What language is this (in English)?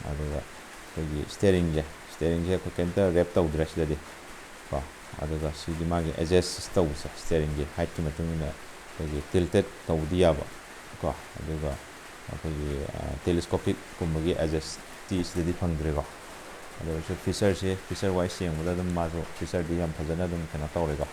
Manipuri